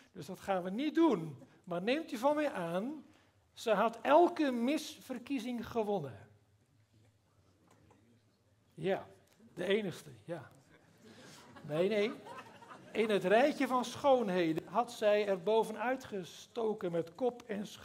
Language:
Dutch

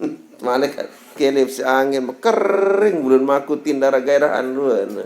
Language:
Sasak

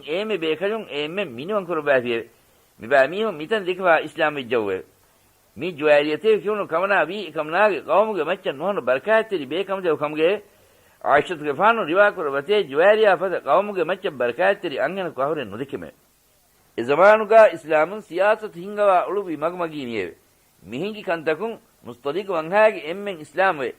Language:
Divehi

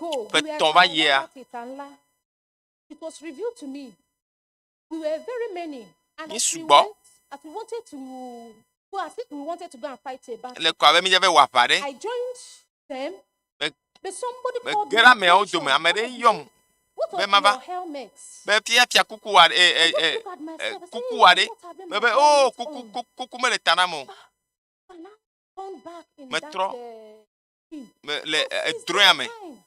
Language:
Ewe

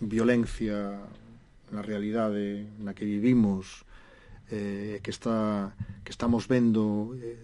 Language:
Galician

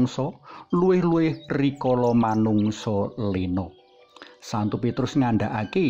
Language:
Javanese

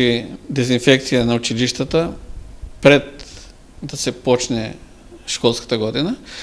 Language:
Macedonian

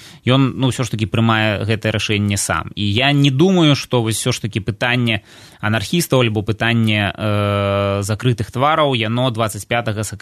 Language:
Belarusian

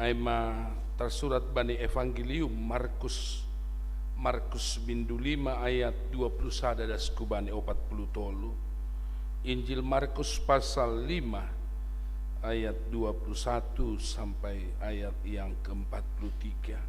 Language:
Batak Simalungun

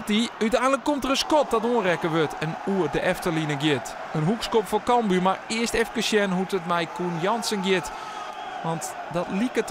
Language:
Western Frisian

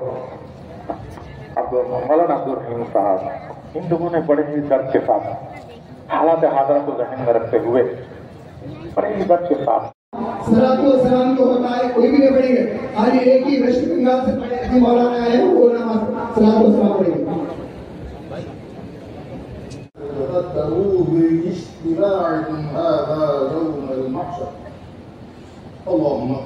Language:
Urdu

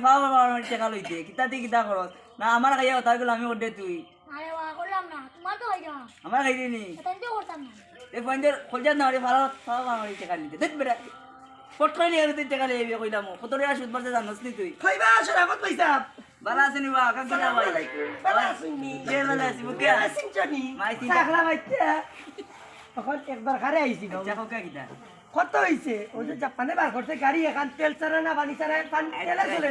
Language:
Sylheti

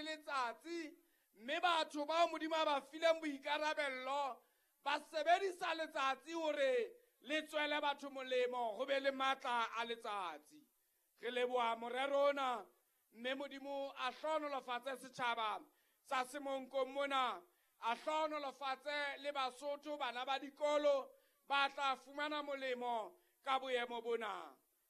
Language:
Southern Sotho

